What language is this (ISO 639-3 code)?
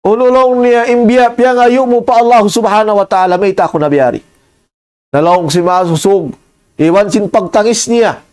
tsg